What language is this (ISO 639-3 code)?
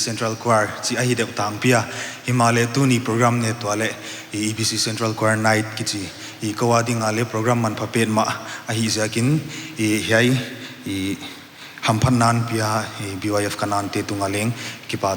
pck